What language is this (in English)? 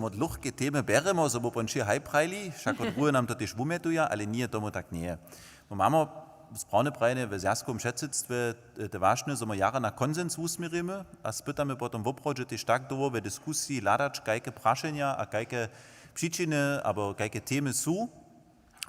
Upper Sorbian